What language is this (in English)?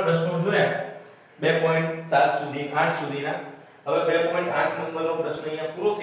Gujarati